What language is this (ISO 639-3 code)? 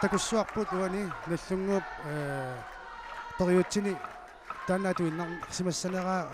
kal